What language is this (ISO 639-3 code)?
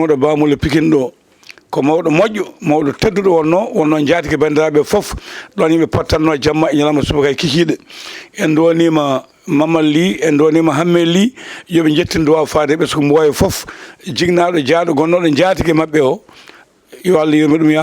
ful